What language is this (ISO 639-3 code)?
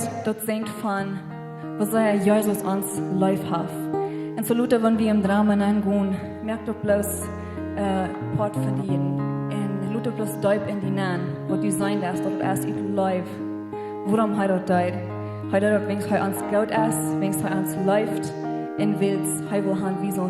pdt